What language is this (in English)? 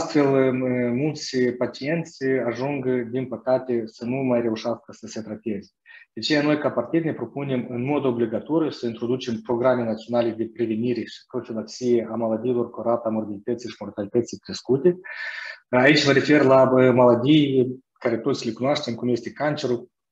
Romanian